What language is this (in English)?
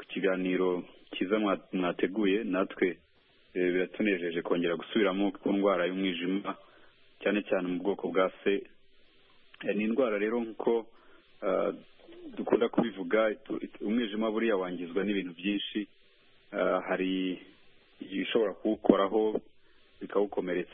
Kinyarwanda